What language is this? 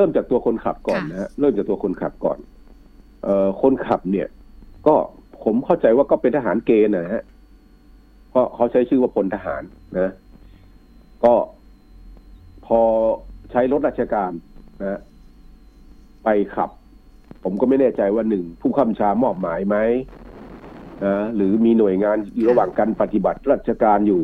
Thai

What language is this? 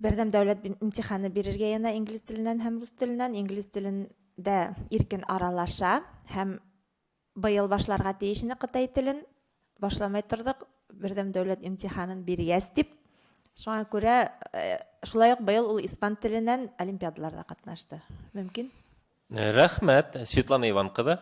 Bashkir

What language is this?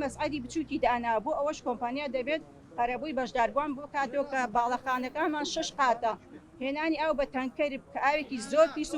Central Kurdish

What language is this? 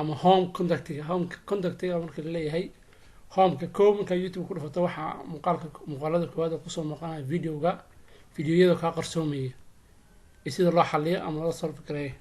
Somali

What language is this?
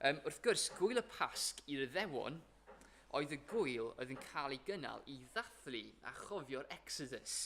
Welsh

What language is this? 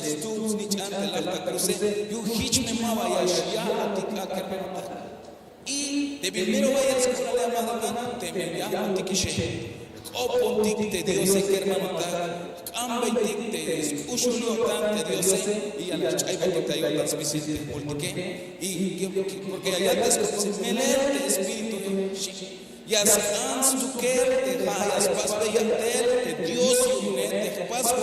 Tzeltal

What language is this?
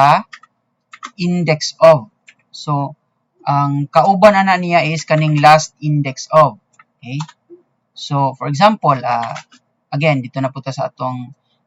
Cebuano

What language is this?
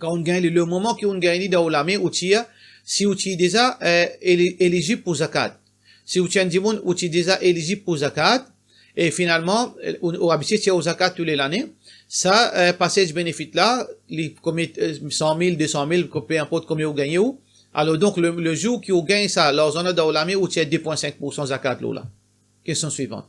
Morisyen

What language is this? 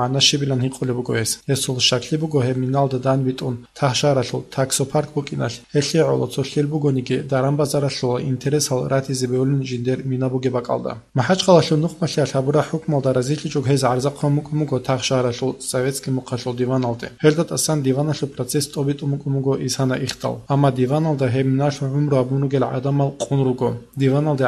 Avaric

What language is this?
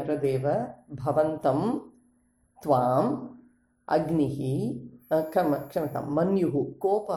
Sanskrit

